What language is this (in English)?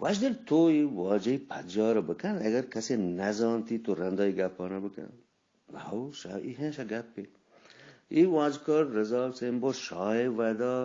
Eastern Balochi